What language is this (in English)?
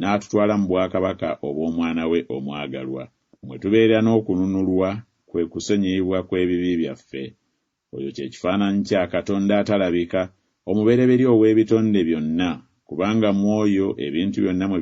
Ganda